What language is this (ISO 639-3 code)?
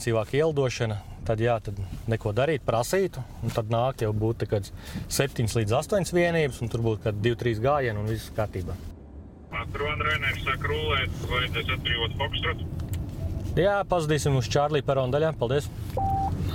lav